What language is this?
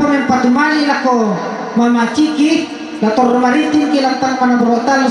Toraja-Sa'dan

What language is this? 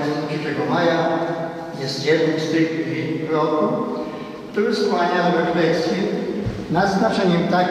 Polish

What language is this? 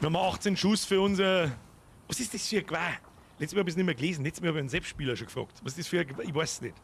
Bavarian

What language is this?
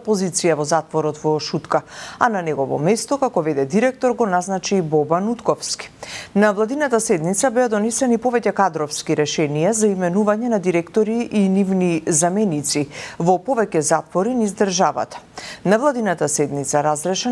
Macedonian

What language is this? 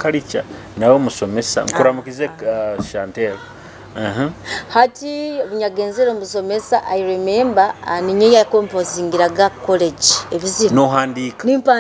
Nyoro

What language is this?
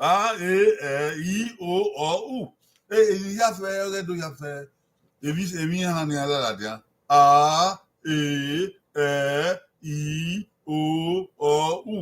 Bini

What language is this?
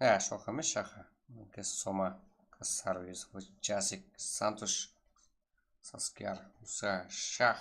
Kara-Kalpak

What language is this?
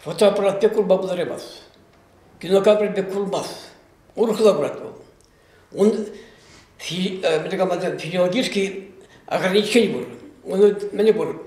Chuvash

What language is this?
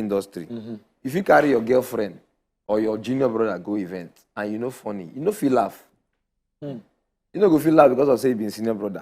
Nigerian Pidgin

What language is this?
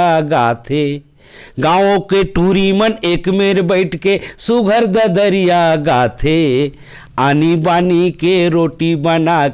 Chhattisgarhi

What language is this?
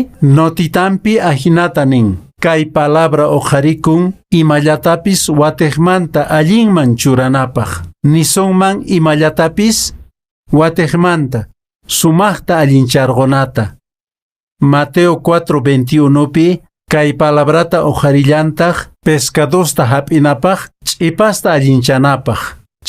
Quechua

